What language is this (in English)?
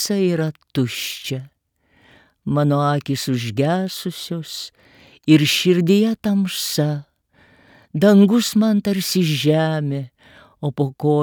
Lithuanian